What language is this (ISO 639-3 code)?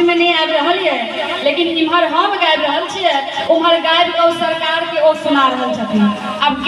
mai